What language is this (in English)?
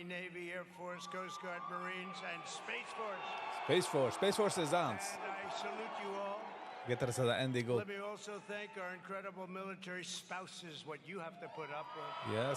Yiddish